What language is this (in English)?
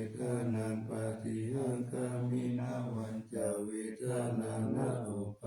Pali